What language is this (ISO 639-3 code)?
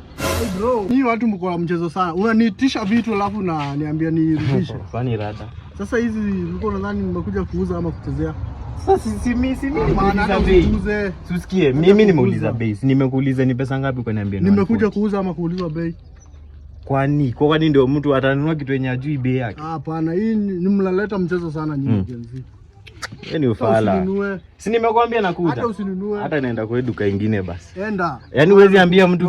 swa